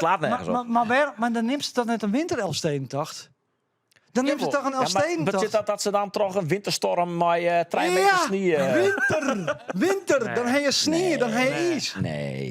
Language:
Western Frisian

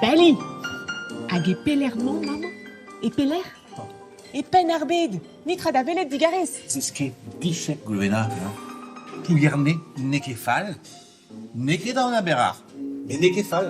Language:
Breton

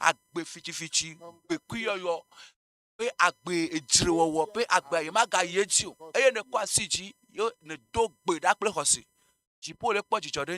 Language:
Ewe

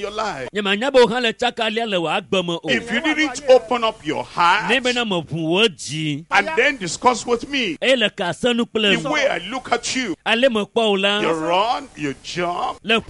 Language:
Ewe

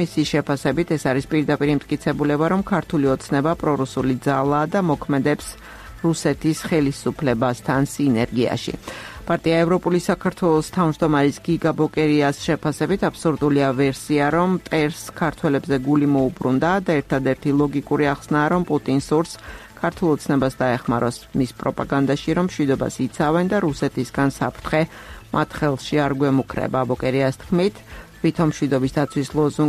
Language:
Georgian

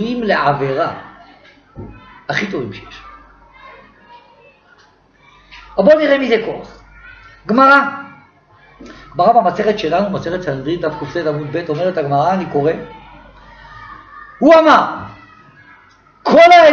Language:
Hebrew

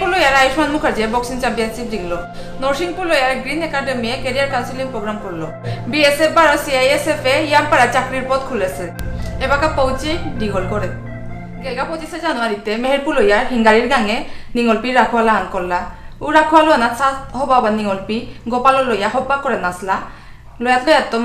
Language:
Bishnupriya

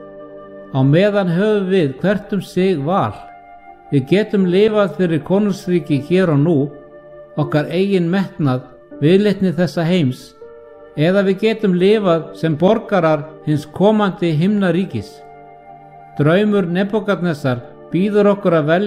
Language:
Icelandic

